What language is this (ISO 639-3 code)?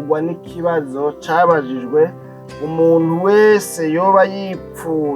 run